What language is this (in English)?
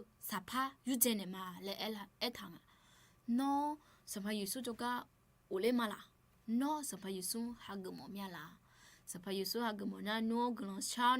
Akha